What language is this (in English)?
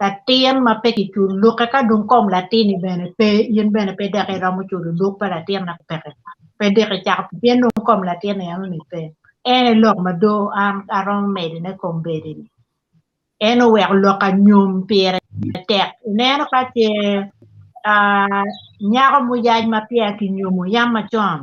Acoli